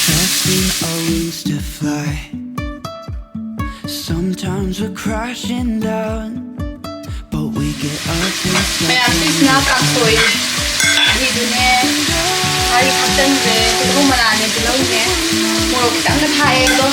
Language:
Manipuri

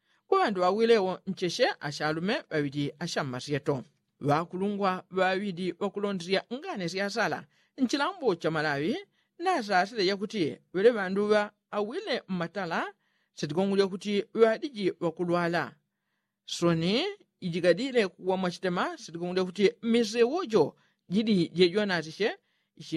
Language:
Yao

